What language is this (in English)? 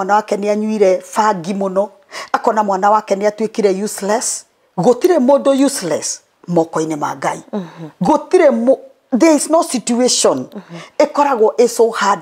Kikuyu